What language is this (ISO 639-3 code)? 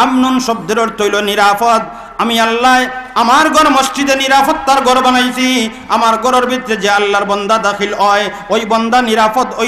syl